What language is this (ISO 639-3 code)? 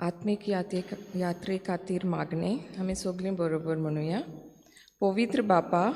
kok